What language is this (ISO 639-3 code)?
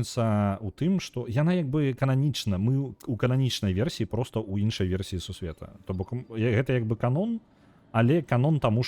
bel